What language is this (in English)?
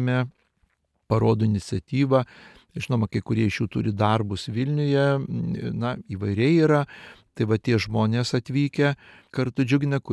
Lithuanian